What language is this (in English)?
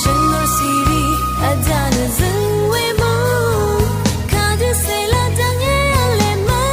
Rawang